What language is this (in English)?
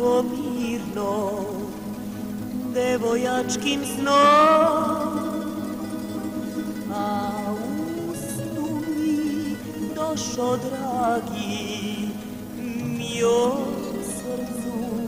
Serbian